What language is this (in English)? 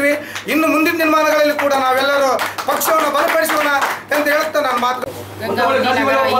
Kannada